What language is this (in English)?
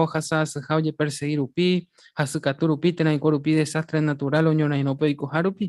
Guarani